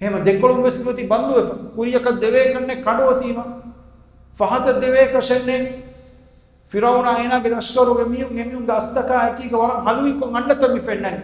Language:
Divehi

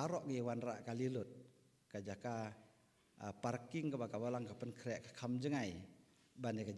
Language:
Khasi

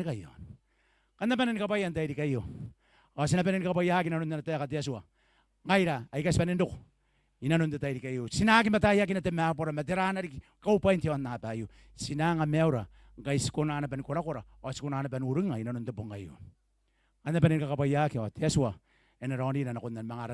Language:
Gilbertese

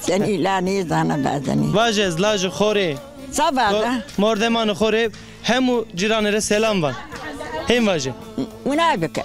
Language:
Zaza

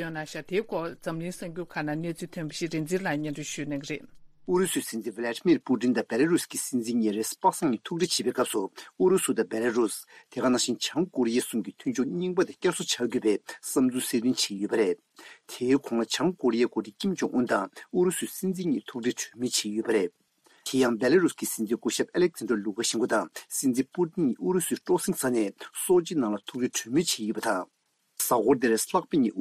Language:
Tibetan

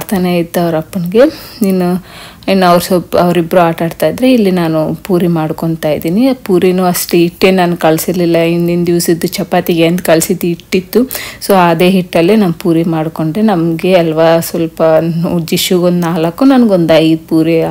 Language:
Kannada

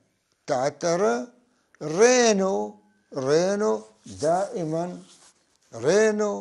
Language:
North Levantine Arabic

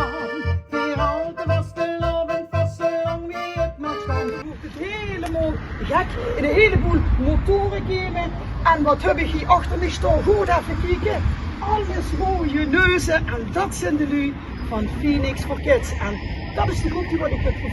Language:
Limburgish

